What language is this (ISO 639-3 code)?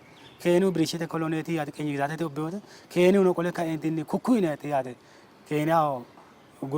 sid